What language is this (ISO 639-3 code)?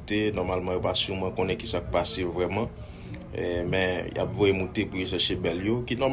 hat